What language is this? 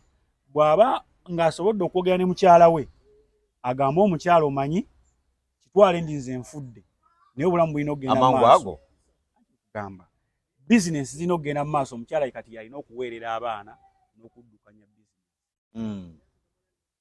Ganda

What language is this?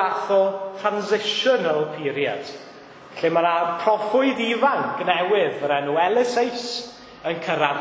Welsh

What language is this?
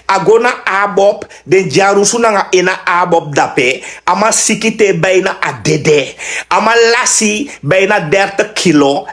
Sranan Tongo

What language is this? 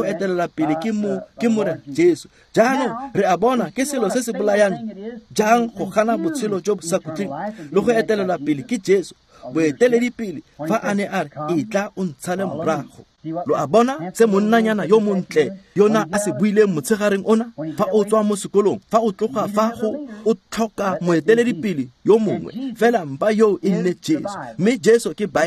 Tswana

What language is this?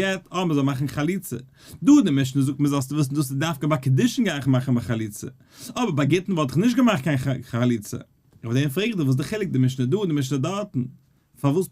Yiddish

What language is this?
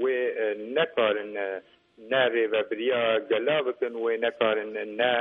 Kurdish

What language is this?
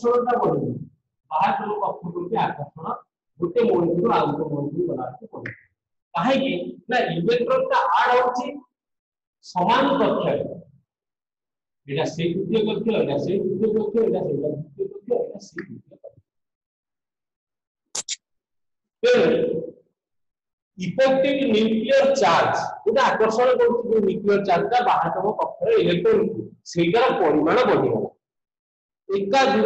Odia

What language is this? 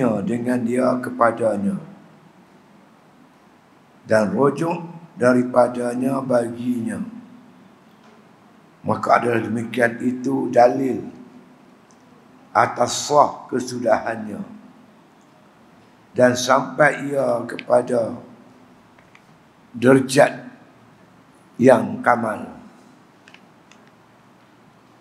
Malay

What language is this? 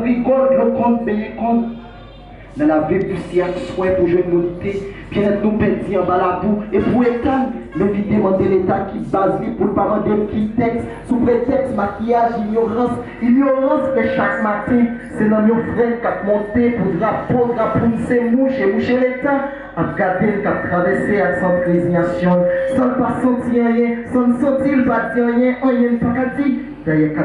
Haitian Creole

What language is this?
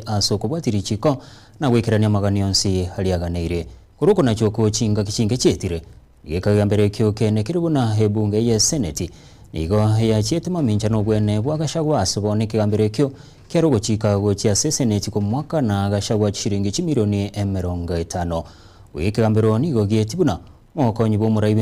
Gusii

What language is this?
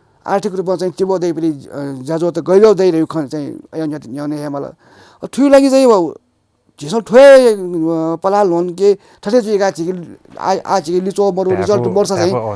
Newari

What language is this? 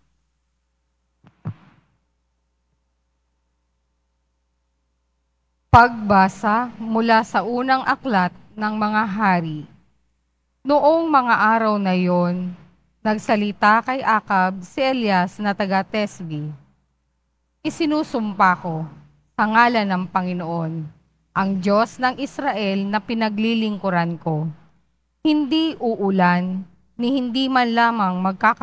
Filipino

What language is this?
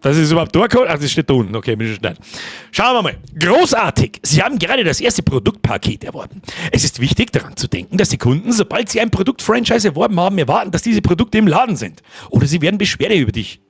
Bavarian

